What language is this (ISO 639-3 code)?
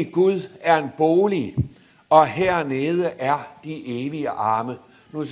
dan